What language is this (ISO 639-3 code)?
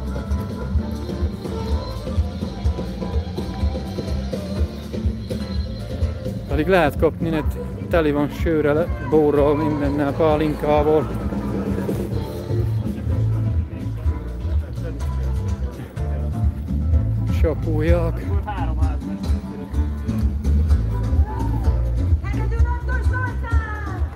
hun